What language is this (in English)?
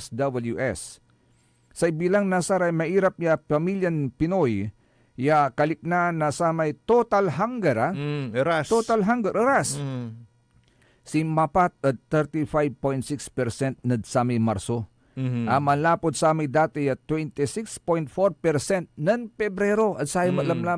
Pangasinan